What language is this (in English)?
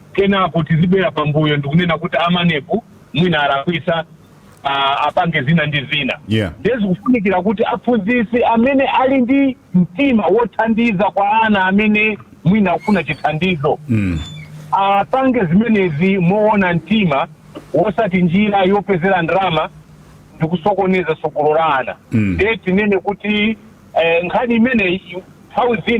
Nyanja